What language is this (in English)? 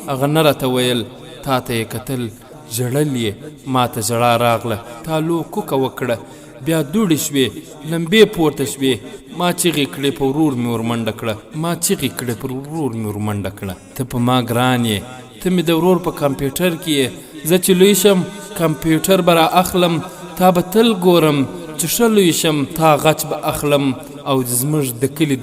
Pashto